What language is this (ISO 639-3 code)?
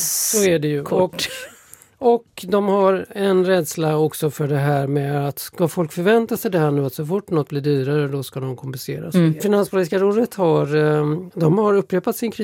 swe